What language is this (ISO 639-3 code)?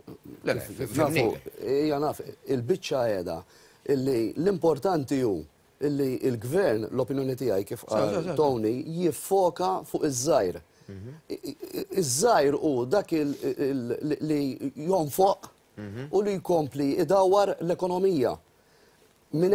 mlt